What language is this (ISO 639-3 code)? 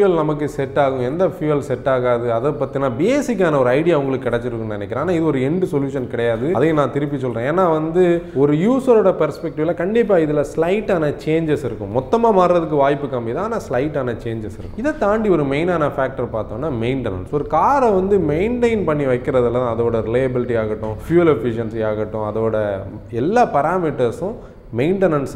tam